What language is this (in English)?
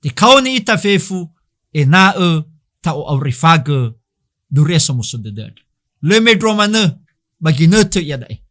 Nias